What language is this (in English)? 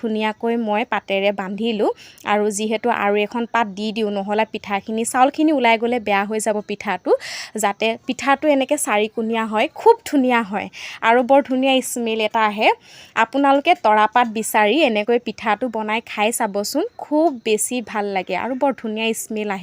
Assamese